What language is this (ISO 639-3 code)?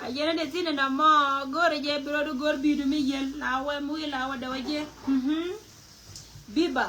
nus